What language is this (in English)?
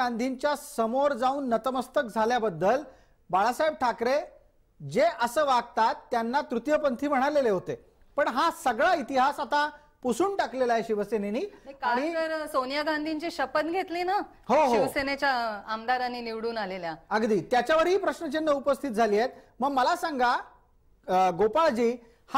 Marathi